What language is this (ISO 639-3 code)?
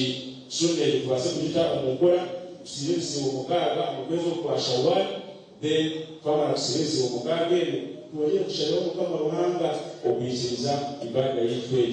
nyn